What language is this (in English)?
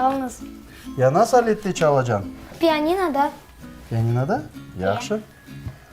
Crimean Tatar